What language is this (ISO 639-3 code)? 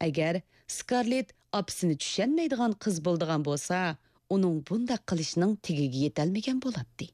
uig